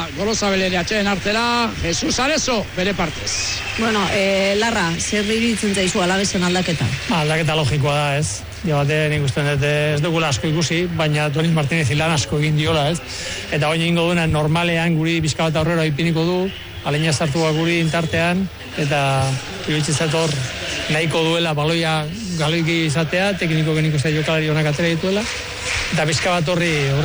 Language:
Basque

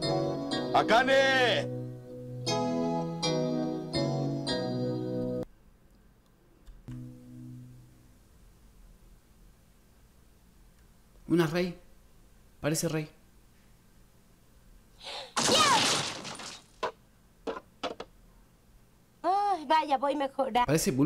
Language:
Spanish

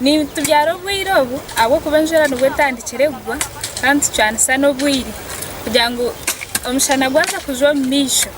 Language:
Nyankole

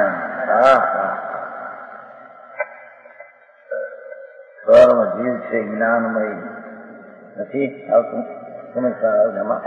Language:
Gujarati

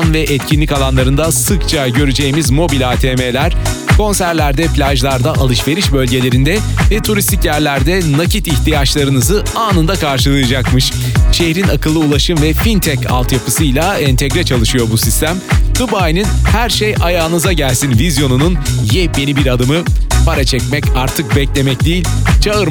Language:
Turkish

